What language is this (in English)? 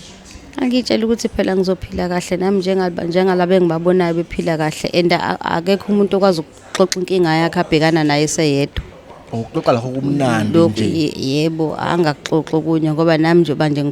Zulu